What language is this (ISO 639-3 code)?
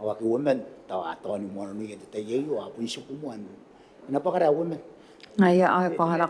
gil